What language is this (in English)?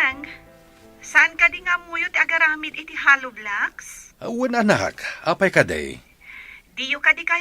Iloko